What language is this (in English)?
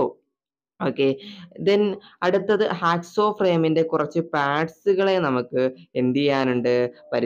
Malayalam